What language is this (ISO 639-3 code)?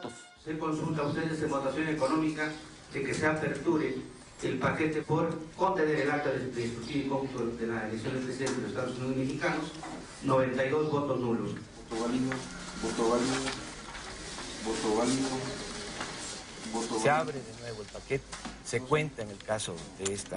spa